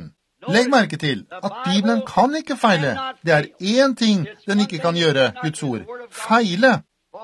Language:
Norwegian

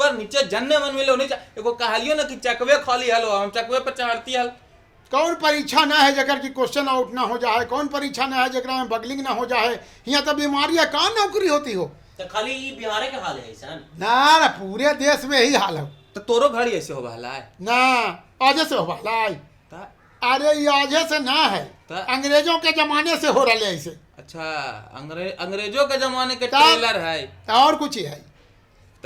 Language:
Magahi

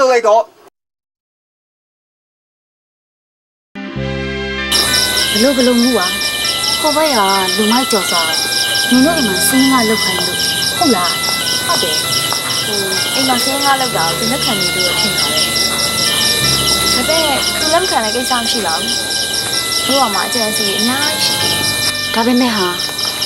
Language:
Burmese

